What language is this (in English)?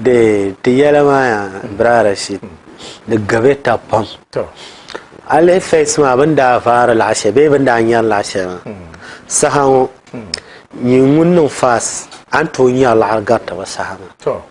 Dagbani